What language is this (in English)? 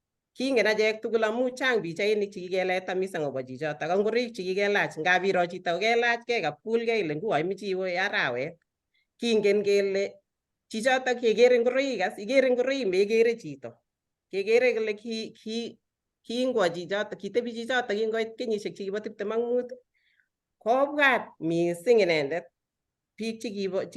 Kalenjin